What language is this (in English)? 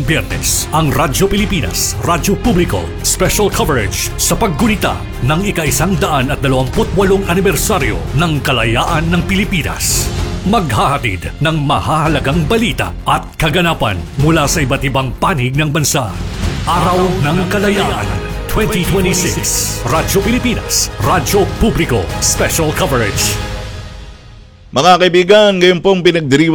Filipino